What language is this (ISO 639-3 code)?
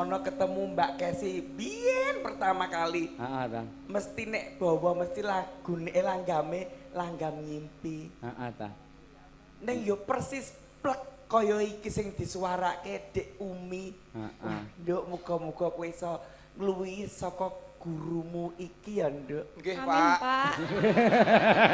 jav